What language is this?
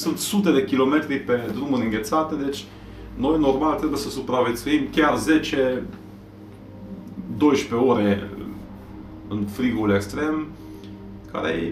Romanian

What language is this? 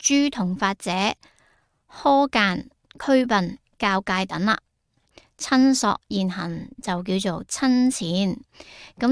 Cantonese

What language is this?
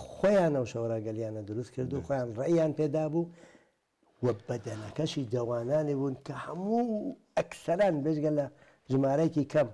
Central Kurdish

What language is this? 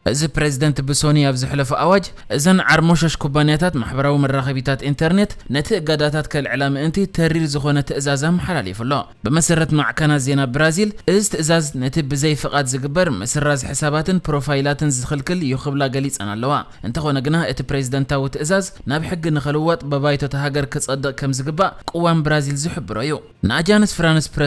Tigrinya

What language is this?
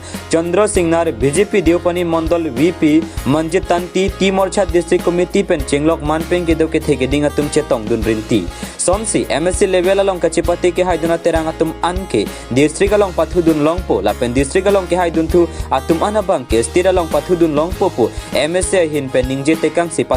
Karbi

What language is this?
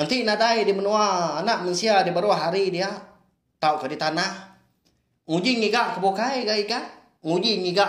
Iban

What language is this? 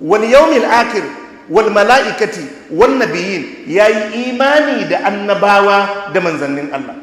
Hausa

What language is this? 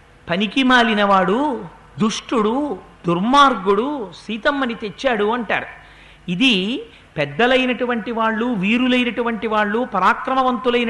Telugu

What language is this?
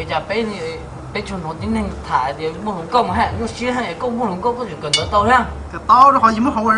Hmong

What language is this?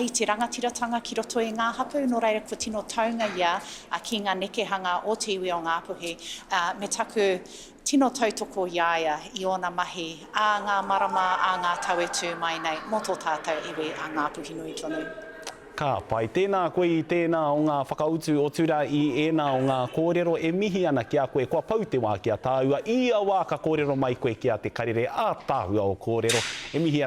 Māori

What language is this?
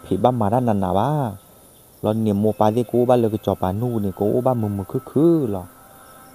S'gaw Karen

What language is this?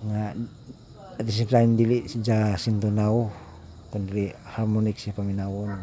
Cebuano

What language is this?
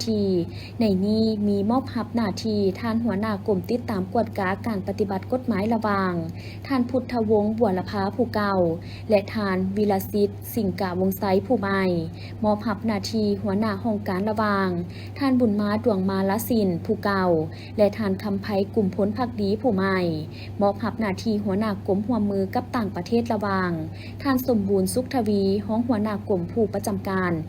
Lao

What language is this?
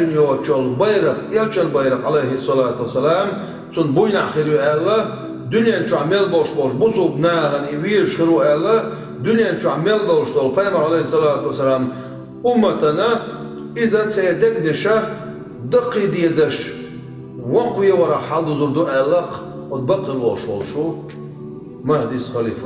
Chechen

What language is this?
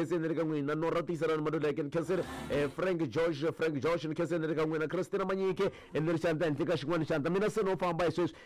Tsonga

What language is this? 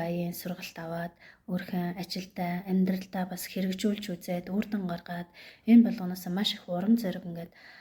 Mongolian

